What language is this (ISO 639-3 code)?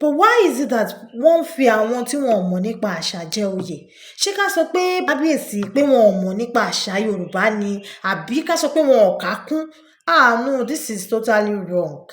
yor